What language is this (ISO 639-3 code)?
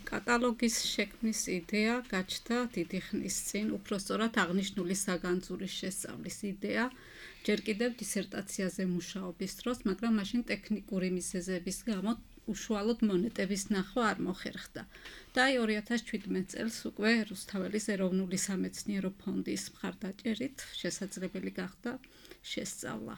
kat